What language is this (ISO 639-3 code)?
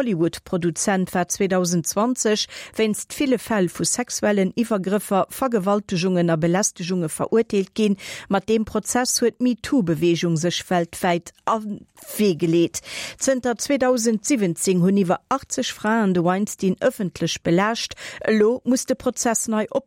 ltz